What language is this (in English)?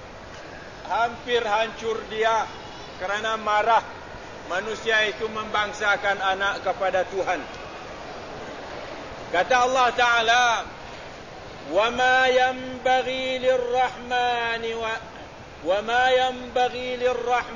Malay